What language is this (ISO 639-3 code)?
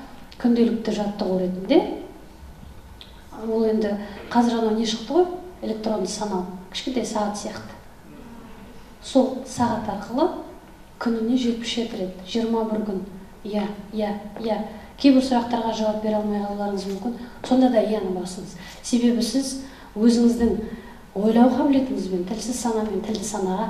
kaz